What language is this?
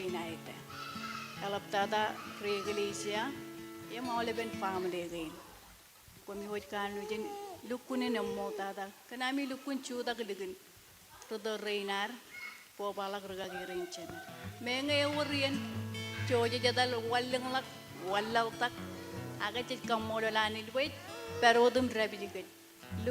Marshallese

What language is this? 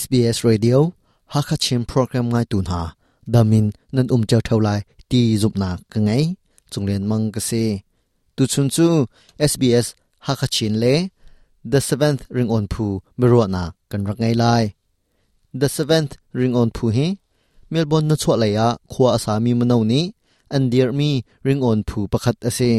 Hakha Chin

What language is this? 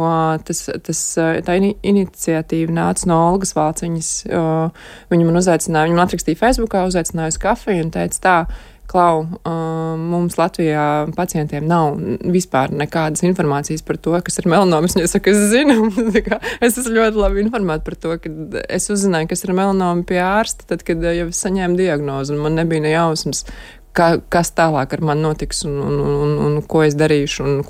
Latvian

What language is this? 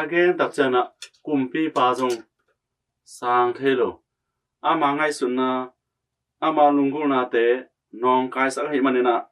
Tedim Chin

